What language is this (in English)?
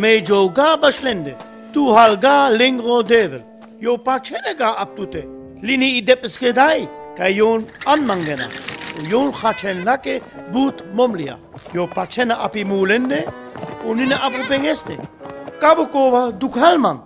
Sinte Romani